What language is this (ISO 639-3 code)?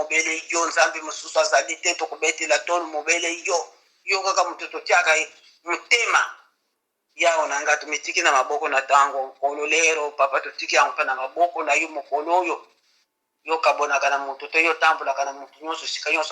lin